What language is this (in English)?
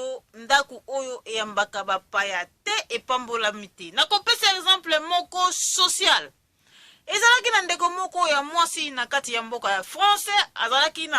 Lingala